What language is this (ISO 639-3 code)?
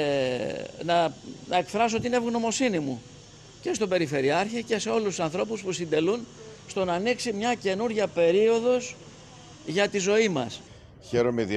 ell